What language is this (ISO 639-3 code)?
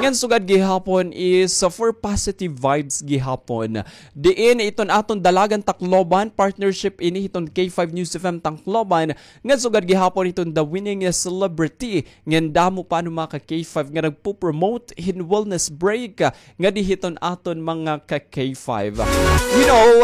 war